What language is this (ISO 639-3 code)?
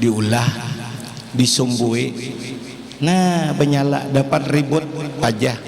bjn